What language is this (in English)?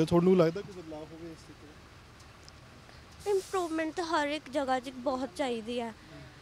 Punjabi